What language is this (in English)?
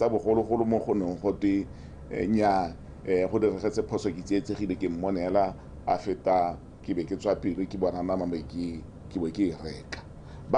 Tswana